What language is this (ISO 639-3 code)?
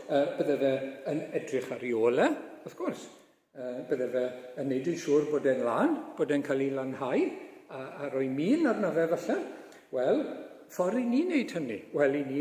cym